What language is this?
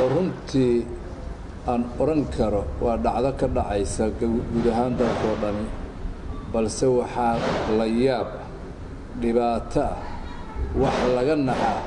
Somali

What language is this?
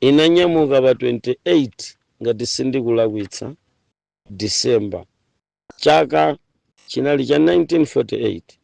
Nyanja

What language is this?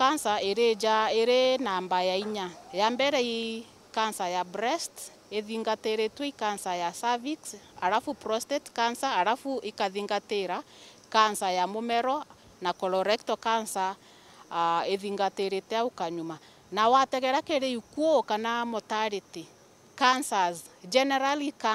Meru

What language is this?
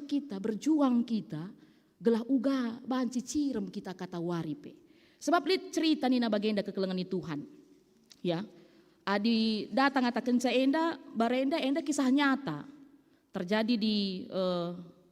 Batak Karo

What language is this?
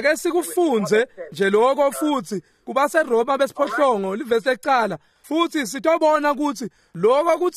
Swati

